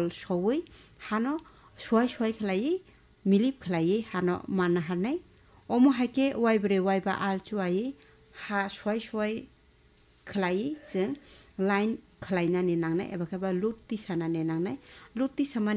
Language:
Kok Borok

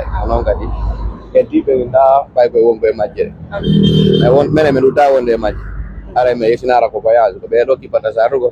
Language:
Pular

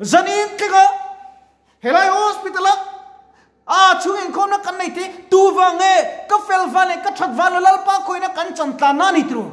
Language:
Mizo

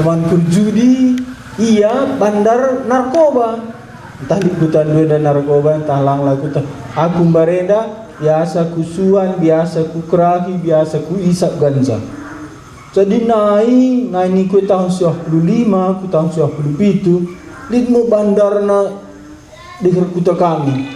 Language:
Batak Karo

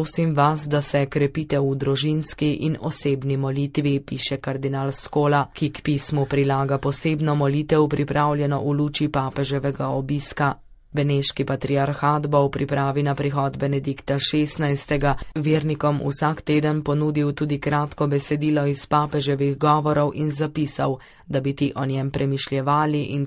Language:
Slovenian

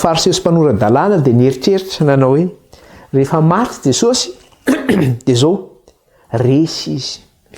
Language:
Malagasy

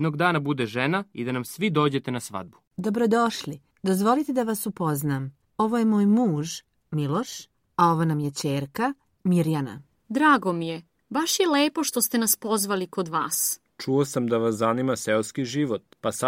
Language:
Serbian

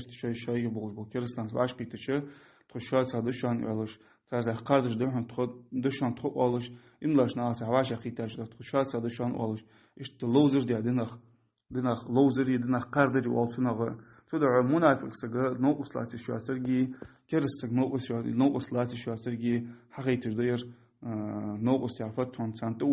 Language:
Ingush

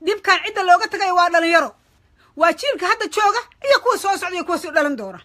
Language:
Somali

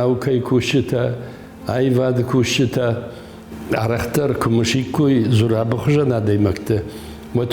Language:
Ossetic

